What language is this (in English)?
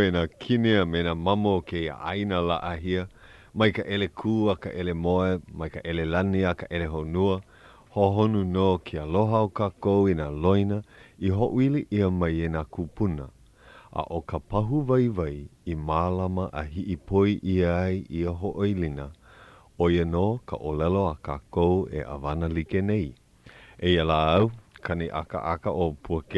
Hawaiian